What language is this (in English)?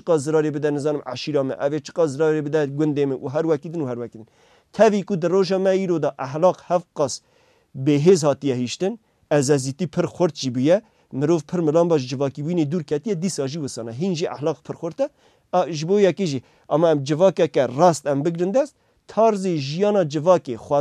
Kurdish